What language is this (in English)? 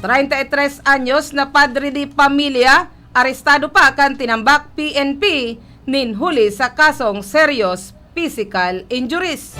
Bikol